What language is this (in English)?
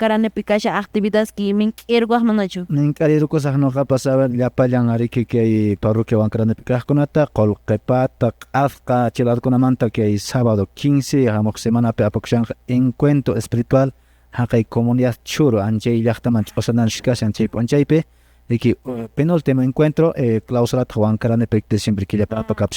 Quechua